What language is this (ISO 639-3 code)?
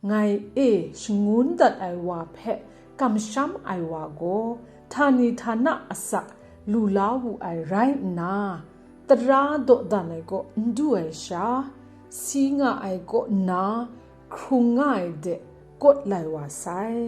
kac